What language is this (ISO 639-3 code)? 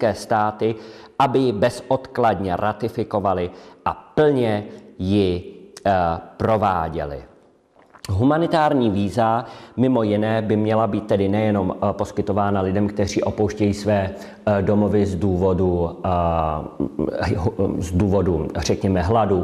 ces